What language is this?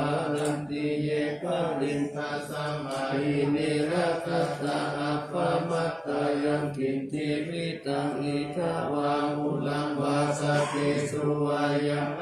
Pali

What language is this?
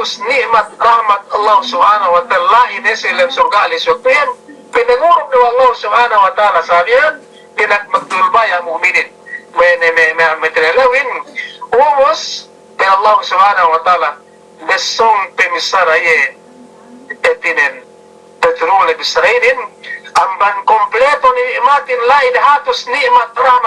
Yakan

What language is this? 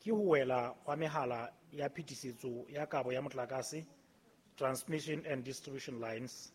Southern Sotho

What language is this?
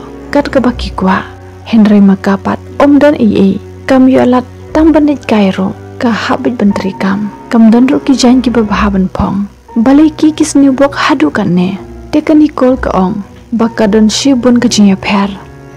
Khasi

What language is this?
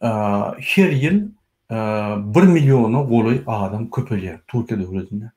Turkmen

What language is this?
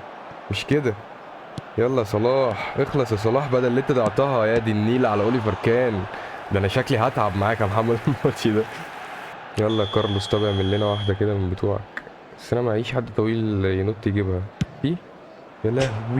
Egyptian Arabic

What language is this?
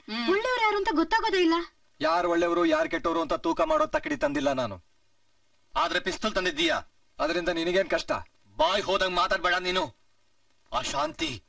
Kannada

